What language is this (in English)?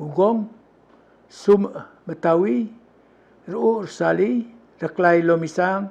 Palauan